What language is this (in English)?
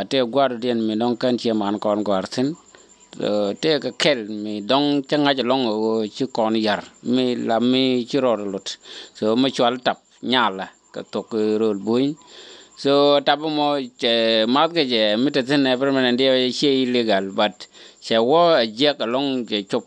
Nuer